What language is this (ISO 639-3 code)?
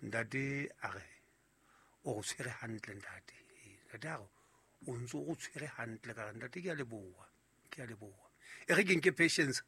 sot